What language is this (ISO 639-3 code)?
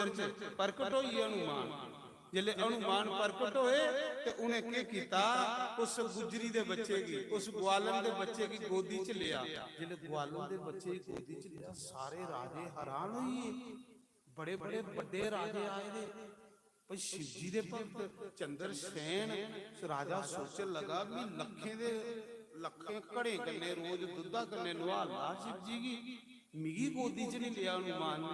doi